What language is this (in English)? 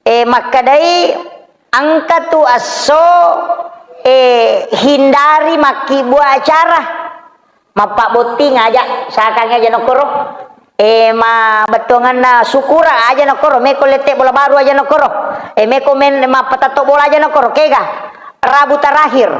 Buginese